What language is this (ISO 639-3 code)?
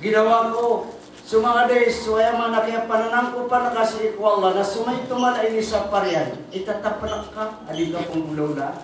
mrw